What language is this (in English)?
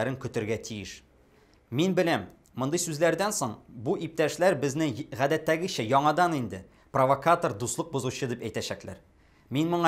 Tatar